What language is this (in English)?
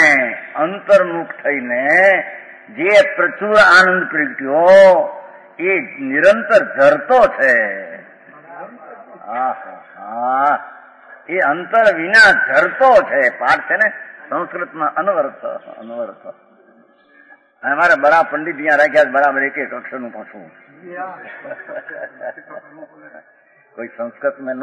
Gujarati